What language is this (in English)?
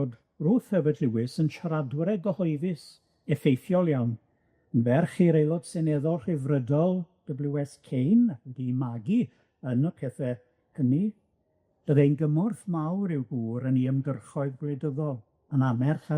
Welsh